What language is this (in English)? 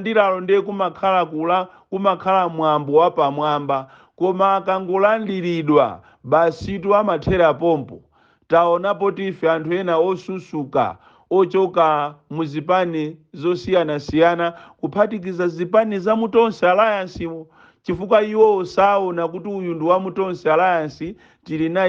Nyanja